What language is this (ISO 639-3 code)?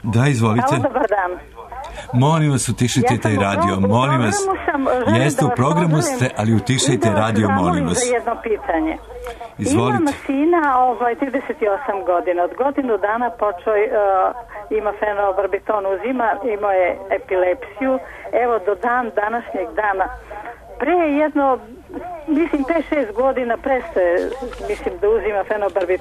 srp